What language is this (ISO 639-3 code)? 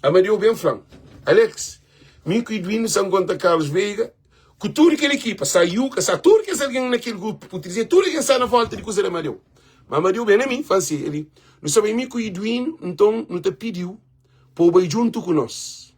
kea